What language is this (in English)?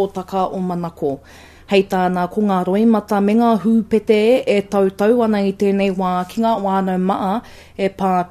Māori